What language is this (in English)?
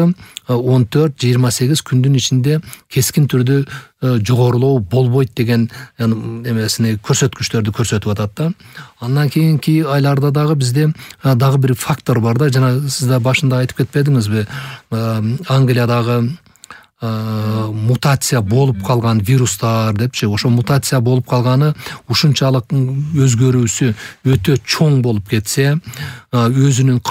Kyrgyz